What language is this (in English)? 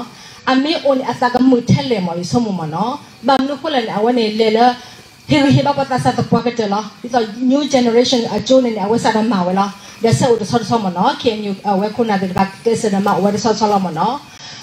S'gaw Karen